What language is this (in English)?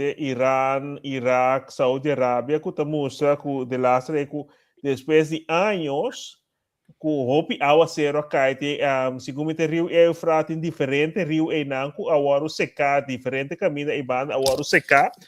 Papiamento